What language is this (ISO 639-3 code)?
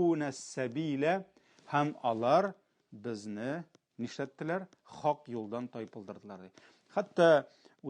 tat